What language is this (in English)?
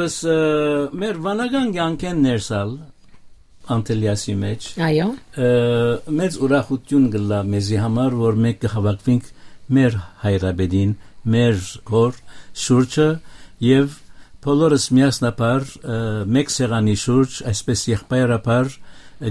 Western Armenian